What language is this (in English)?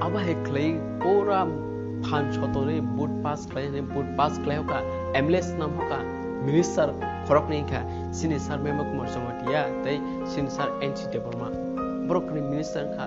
Kok Borok